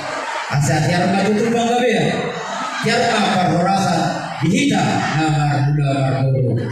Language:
Batak Toba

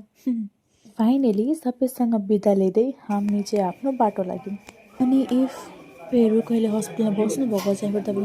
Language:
Nepali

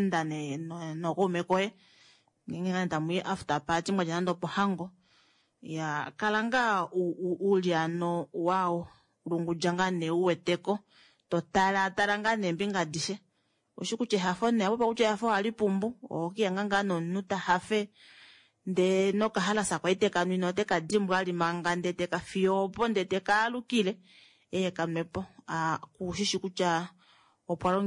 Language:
Kuanyama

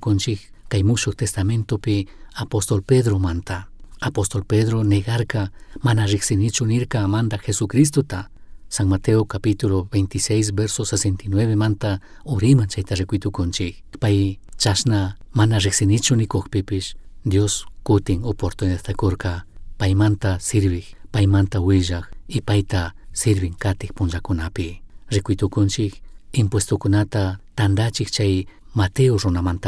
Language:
Chimborazo Highland Quichua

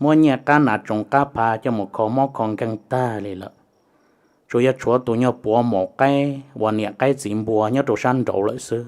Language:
Hmong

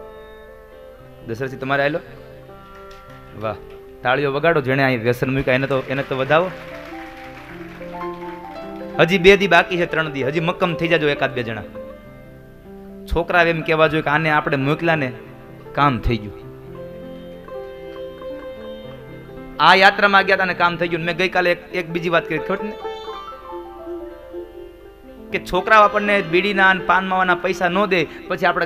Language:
Gujarati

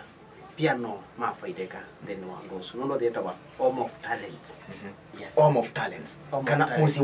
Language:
Kamba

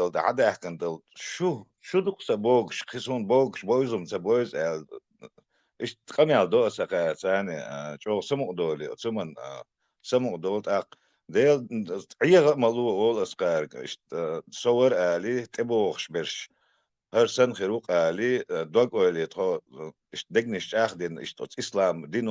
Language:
Chechen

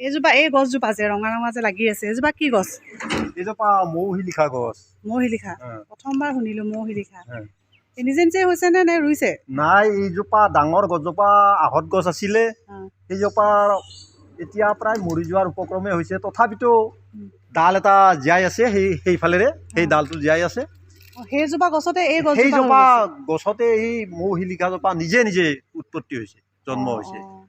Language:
Assamese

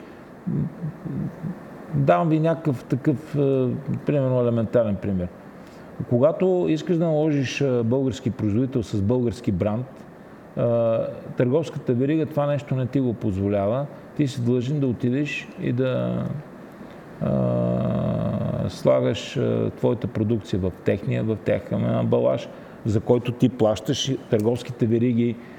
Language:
Bulgarian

